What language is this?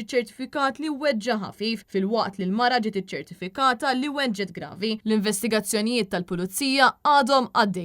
Maltese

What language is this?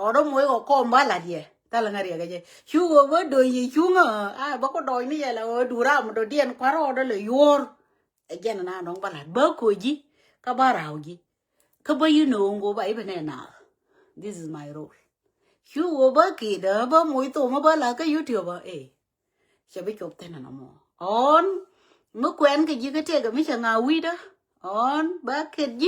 Nuer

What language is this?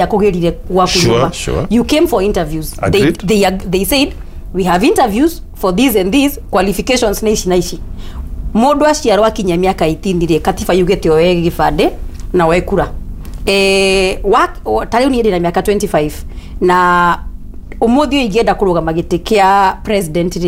Kikuyu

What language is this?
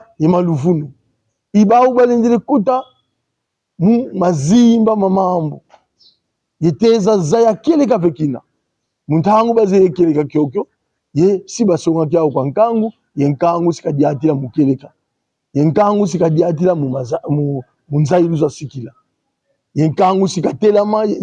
Kongo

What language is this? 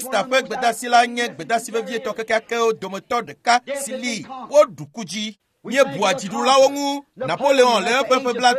Ewe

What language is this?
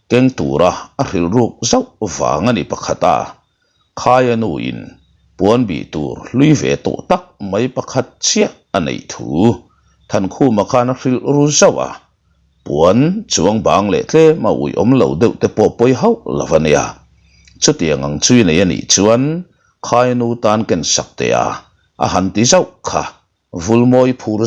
Mizo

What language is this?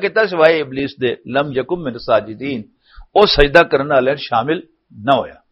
Western Panjabi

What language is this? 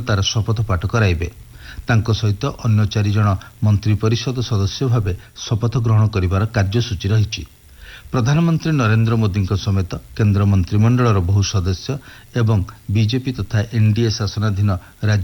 Odia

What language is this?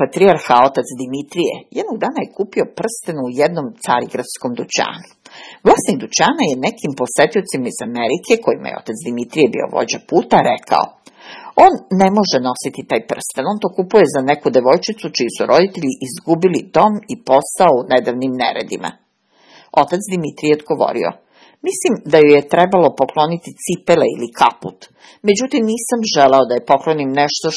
Serbian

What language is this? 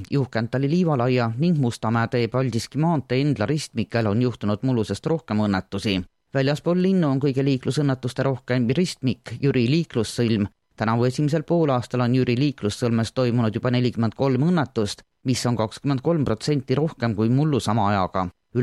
Estonian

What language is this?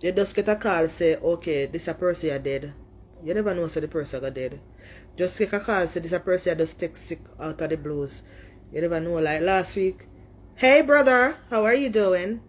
Jamaican Creole English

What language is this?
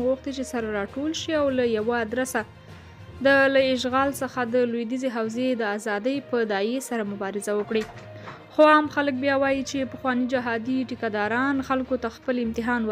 Pashto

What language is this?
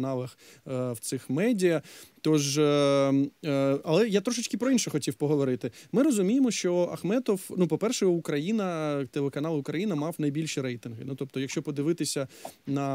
Ukrainian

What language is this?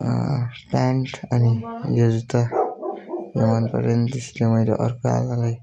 Nepali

